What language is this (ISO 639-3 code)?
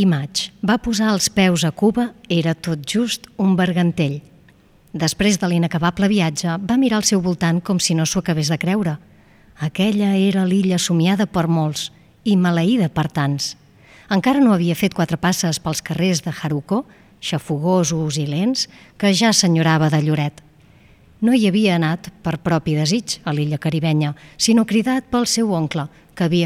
cat